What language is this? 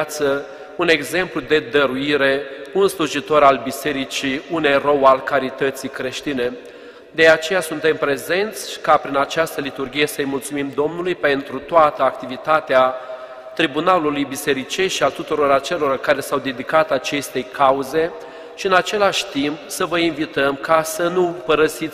Romanian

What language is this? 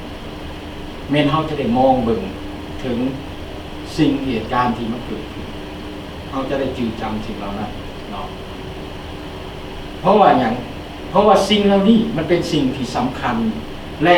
Lao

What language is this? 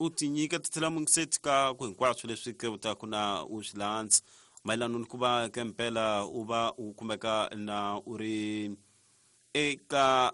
Tsonga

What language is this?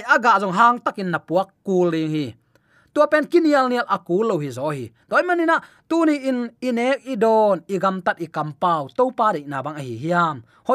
Tedim Chin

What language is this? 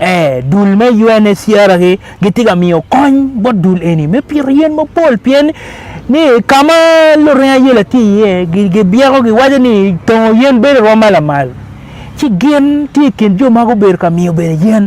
Acoli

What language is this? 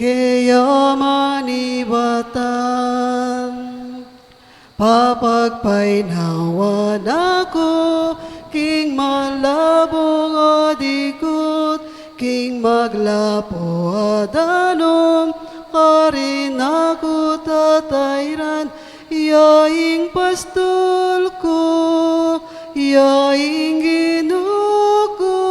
Pampanga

